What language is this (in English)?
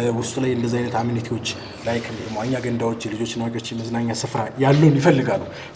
Amharic